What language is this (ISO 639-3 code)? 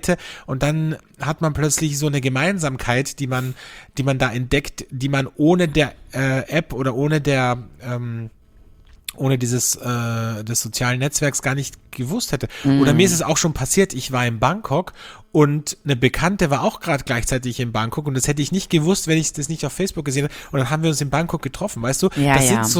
deu